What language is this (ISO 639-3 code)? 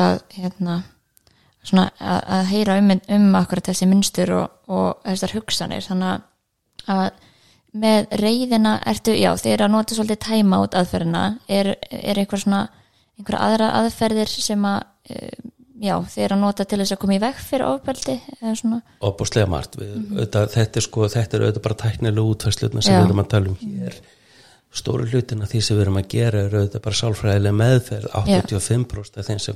isl